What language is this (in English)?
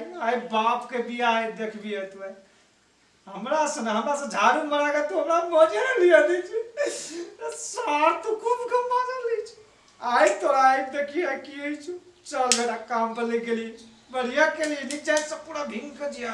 Maithili